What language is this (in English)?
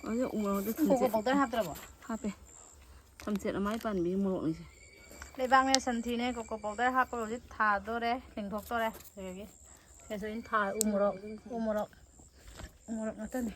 Manipuri